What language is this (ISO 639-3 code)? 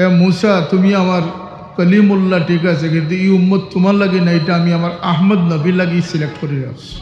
syl